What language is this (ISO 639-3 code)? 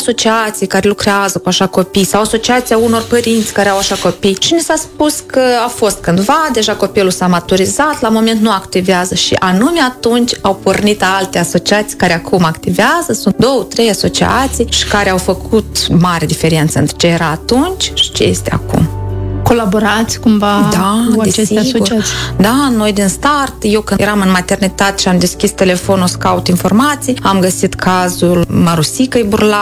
ron